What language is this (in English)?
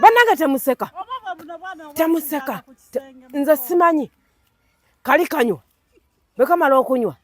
Ganda